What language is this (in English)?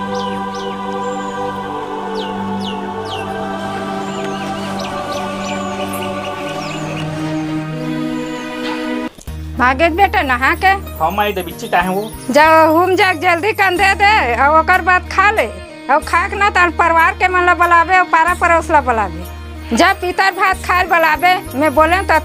Chhattisgarhi